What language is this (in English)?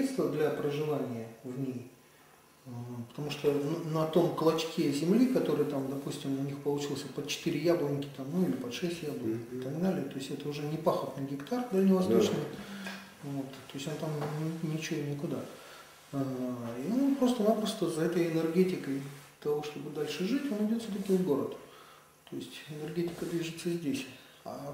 Russian